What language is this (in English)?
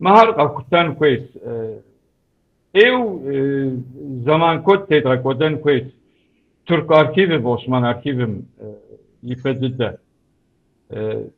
Kabardian